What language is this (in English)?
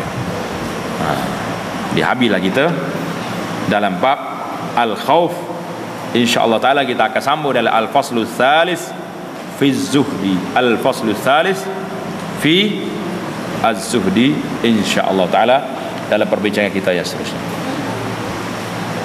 Malay